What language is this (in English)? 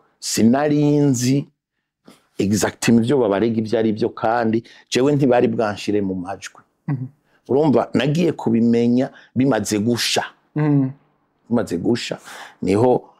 Rundi